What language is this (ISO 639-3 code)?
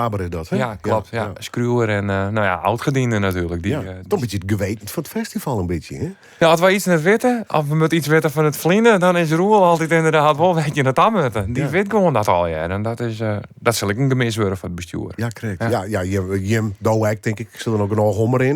fry